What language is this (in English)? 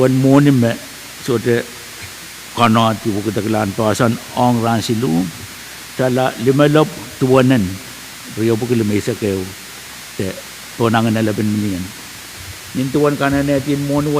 Pohnpeian